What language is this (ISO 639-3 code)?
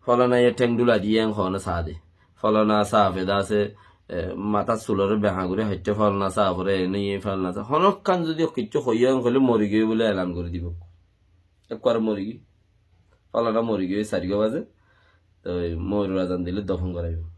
rhg